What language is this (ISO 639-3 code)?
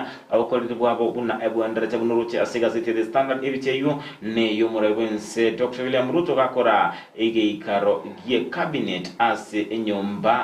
guz